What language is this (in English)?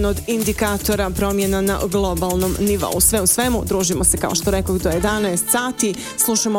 Serbian